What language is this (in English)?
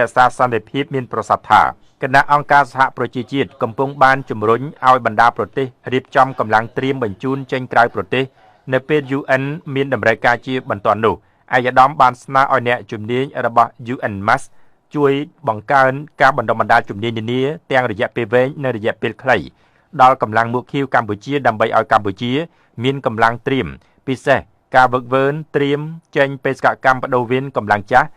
Khmer